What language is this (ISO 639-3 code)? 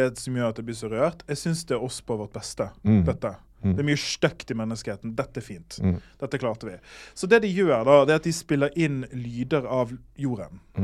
nor